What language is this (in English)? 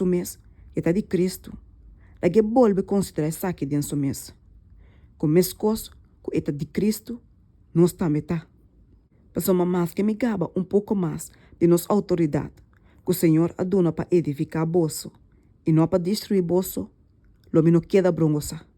Papiamento